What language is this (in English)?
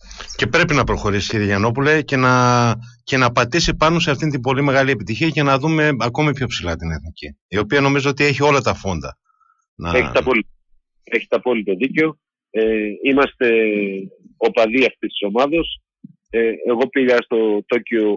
Greek